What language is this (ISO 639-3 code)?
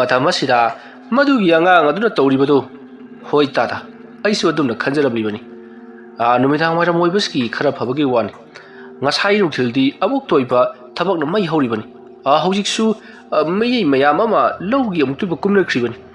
mni